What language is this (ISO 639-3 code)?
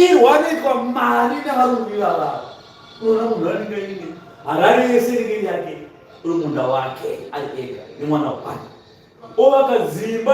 sna